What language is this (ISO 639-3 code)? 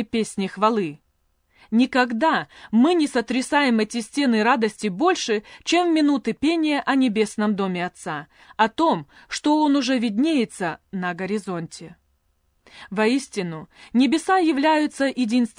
rus